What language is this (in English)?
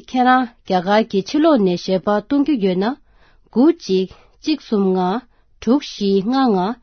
Tibetan